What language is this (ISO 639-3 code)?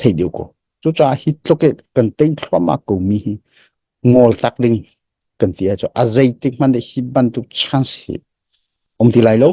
cnh